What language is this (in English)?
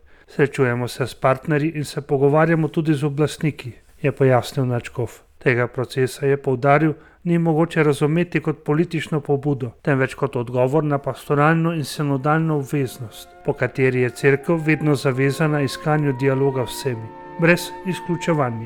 Slovenian